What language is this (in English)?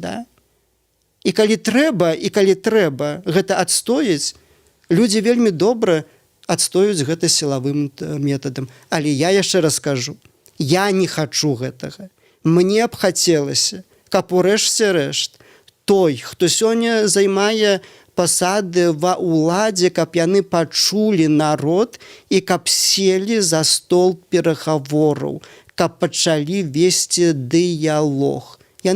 Belarusian